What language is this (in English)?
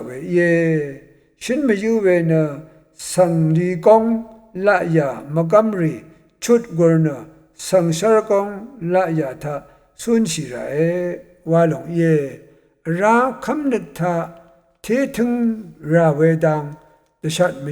Rawang